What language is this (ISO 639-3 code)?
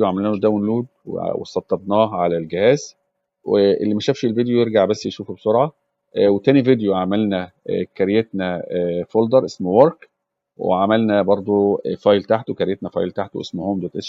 arz